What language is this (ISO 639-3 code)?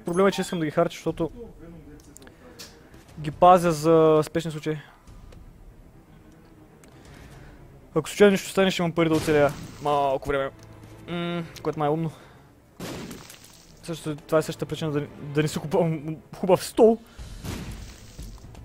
bul